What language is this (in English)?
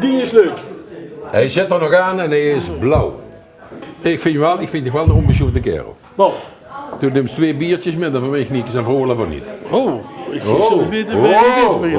Limburgish